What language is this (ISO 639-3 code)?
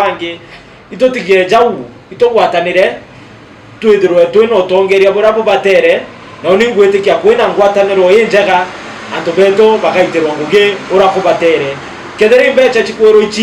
mer